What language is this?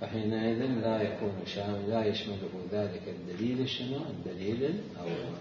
Mesopotamian Arabic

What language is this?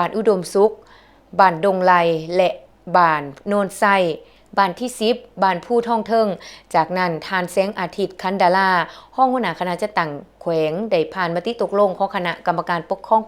Lao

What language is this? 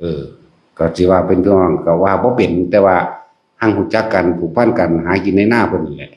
Northeastern Thai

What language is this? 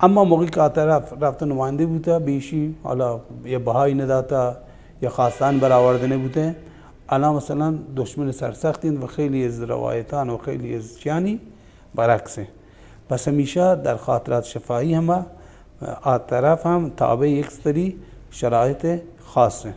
Baluchi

